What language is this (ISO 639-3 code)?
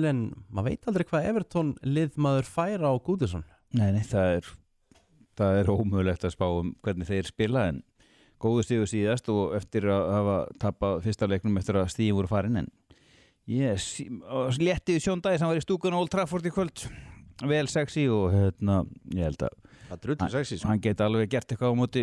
isl